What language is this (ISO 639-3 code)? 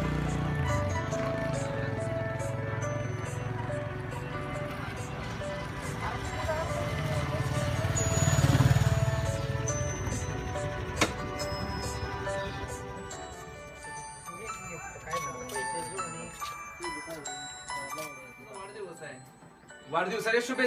mar